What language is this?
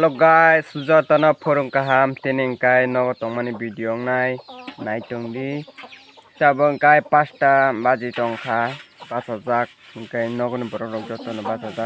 Kok Borok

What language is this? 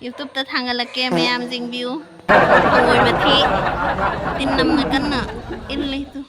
Manipuri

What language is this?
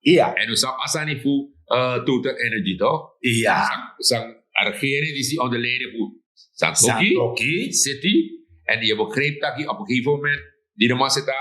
Sranan Tongo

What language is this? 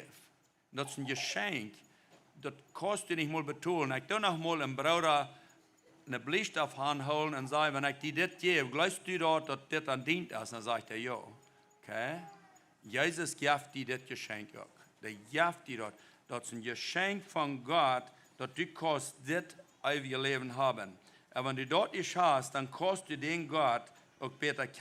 Plautdietsch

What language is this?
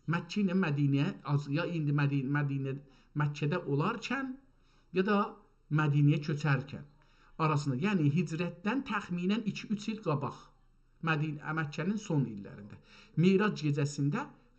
South Azerbaijani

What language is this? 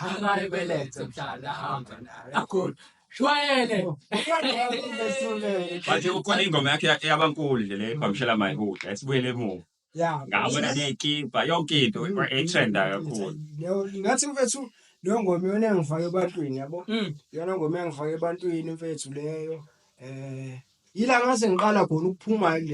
Zulu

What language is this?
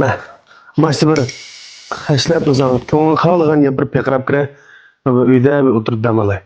Uyghur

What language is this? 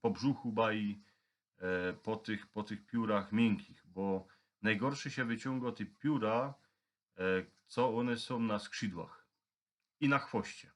Silesian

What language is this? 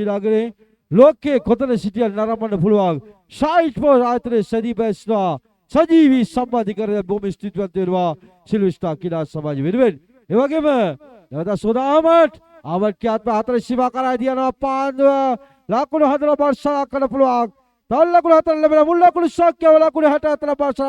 Sinhala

